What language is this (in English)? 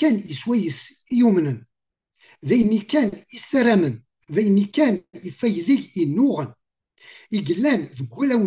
Kabyle